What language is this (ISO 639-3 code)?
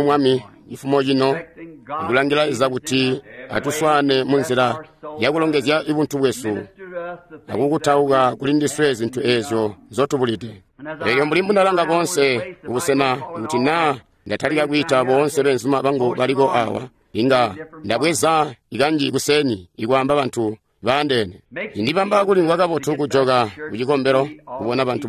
toi